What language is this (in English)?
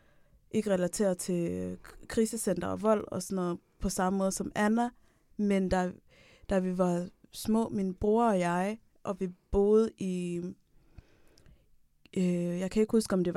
Danish